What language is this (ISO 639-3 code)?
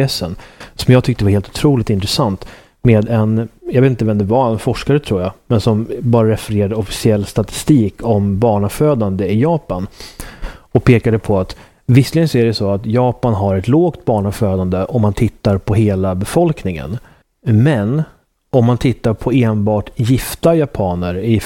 swe